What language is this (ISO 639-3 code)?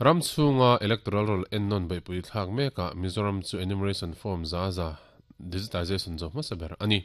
lus